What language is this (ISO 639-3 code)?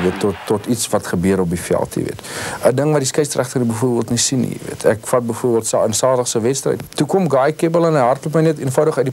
afr